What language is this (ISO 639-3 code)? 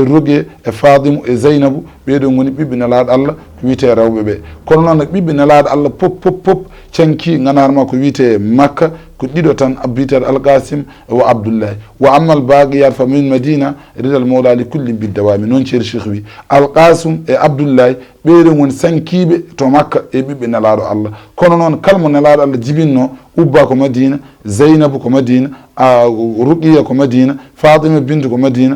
ful